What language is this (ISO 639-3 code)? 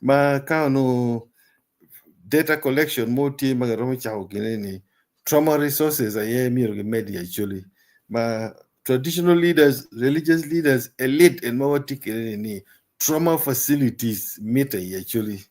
ach